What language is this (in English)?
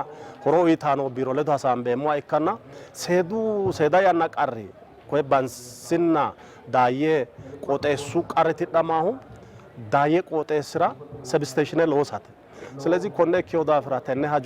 Sidamo